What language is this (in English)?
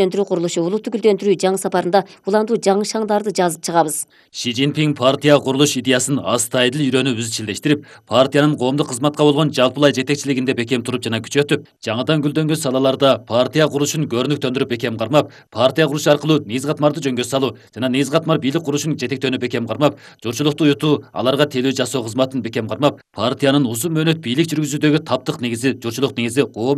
Kyrgyz